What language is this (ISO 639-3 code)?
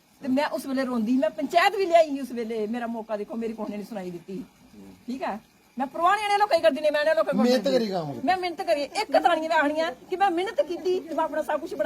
doi